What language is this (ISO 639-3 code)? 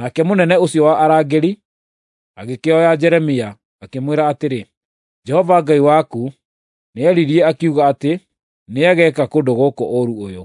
kik